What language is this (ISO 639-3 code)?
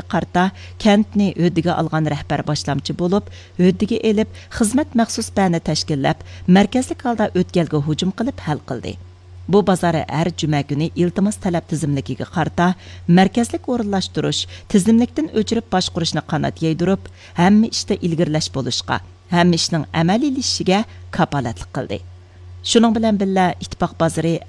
uig